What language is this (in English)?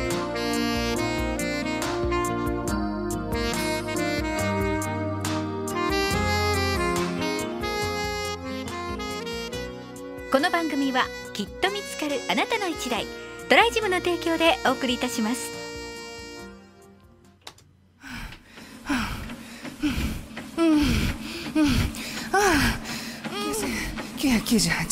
Japanese